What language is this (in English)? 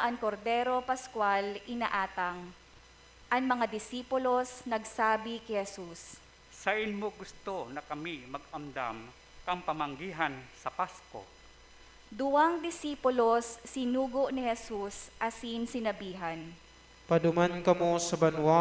Bikol